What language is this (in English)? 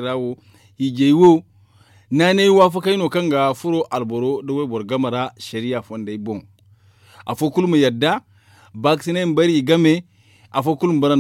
Zarma